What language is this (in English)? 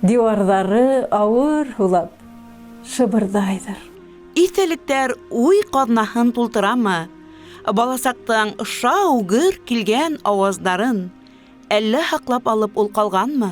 Bashkir